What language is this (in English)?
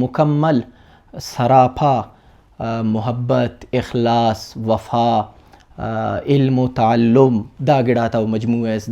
Brahui